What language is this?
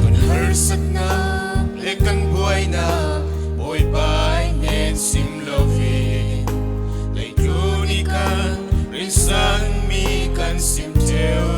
Falam Chin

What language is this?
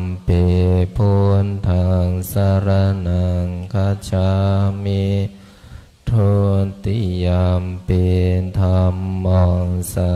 Pali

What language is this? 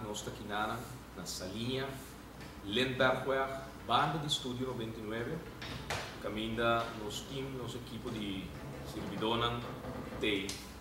Papiamento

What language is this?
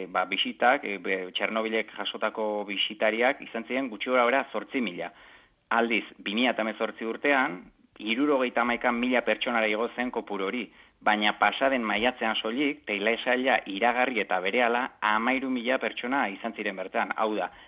Basque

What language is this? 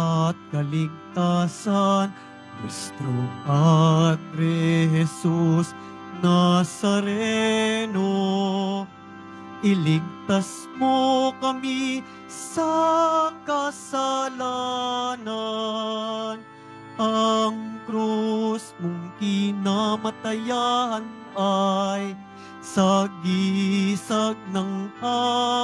Filipino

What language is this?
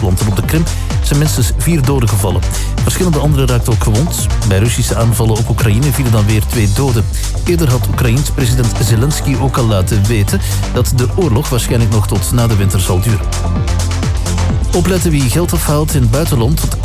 Dutch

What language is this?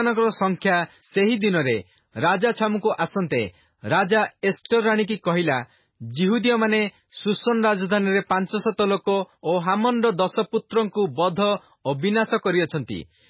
Odia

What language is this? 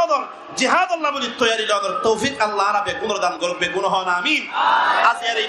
Rohingya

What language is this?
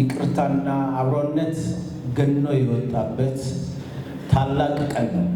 Amharic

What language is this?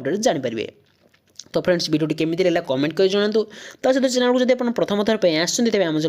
Odia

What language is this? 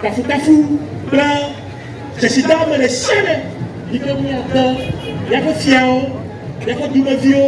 Ewe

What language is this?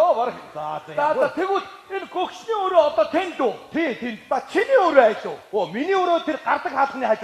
Mongolian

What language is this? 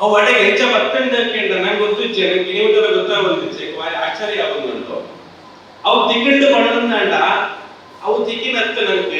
Tulu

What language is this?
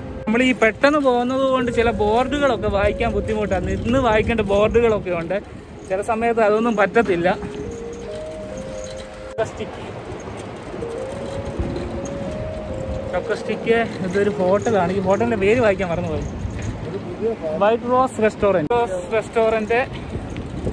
Malayalam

